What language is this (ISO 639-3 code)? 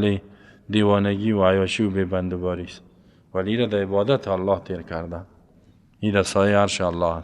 fas